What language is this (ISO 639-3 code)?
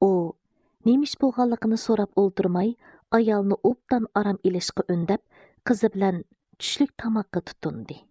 uig